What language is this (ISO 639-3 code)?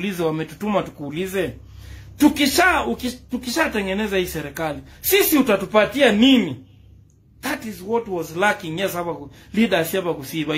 guz